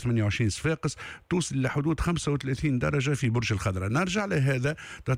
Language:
Tunisian Arabic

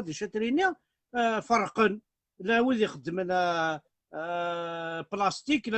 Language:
Kabyle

